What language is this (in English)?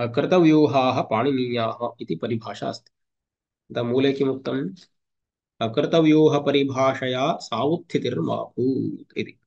Sanskrit